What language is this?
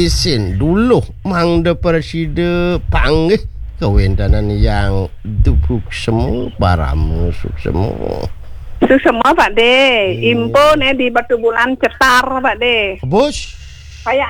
Balinese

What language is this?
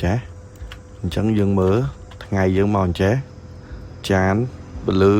Khmer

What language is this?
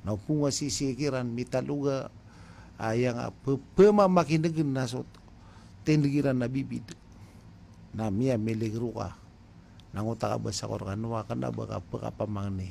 Maranao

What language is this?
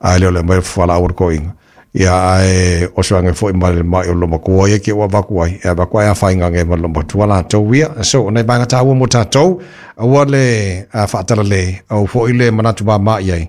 Samoan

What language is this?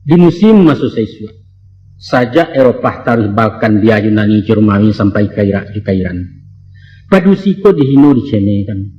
Minangkabau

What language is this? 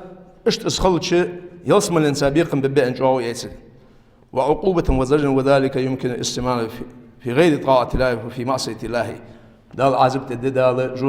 Ingush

